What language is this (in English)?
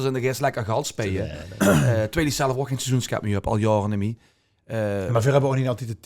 Limburgish